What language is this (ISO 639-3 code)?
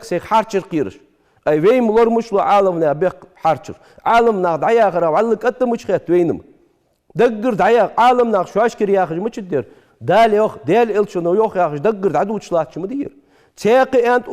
inh